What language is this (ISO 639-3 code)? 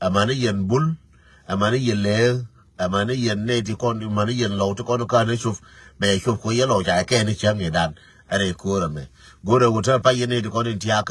nus